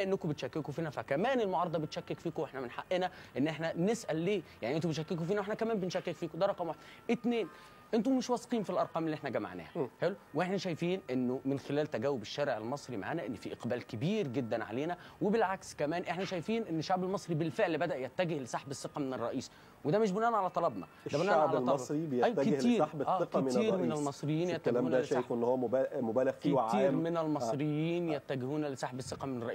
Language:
Egyptian Arabic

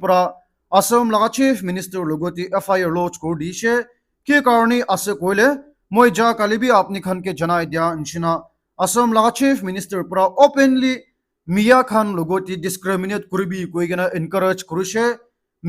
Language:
Naga Pidgin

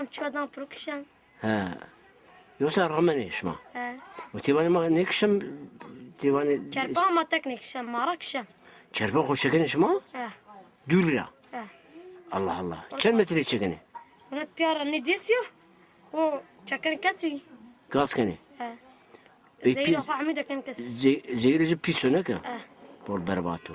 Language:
Zaza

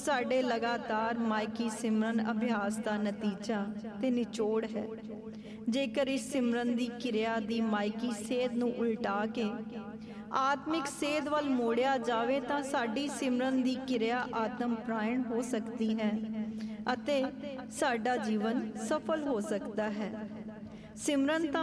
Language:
Punjabi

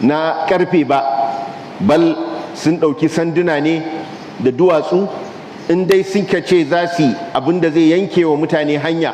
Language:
Hausa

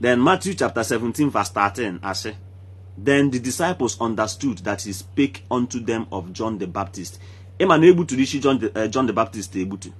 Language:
Igbo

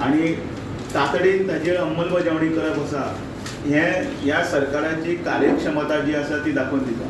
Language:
Konkani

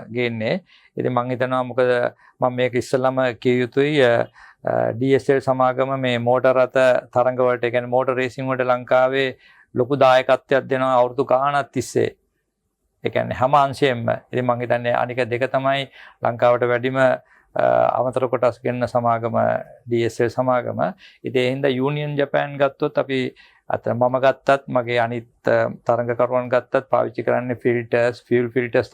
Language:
Sinhala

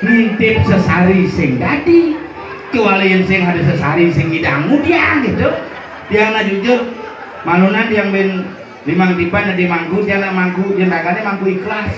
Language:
Balinese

